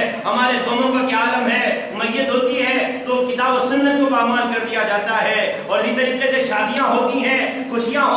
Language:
Urdu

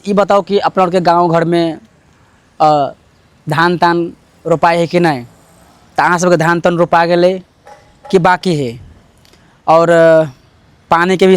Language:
Maithili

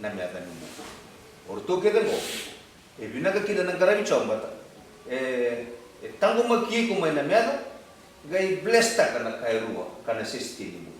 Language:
Fijian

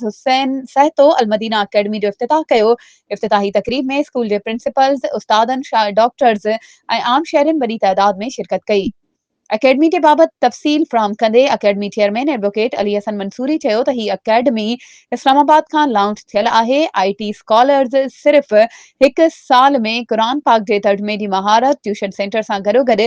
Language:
Sindhi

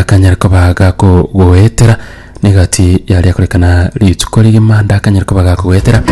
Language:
Gusii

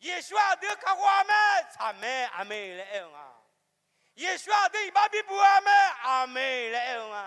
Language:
Akha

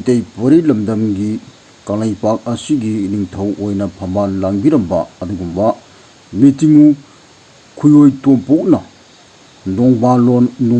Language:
Manipuri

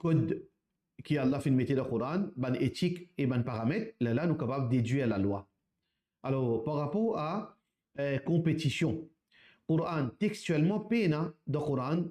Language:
Morisyen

